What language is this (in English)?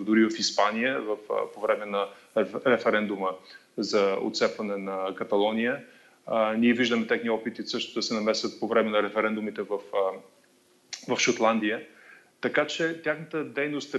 Bulgarian